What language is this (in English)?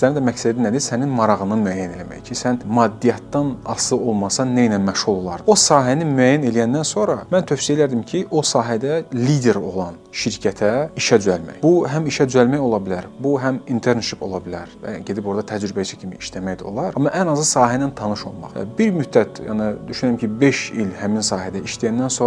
Azerbaijani